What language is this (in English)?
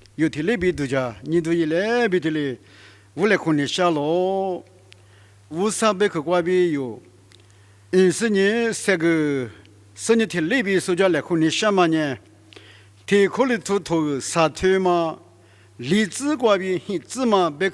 Lisu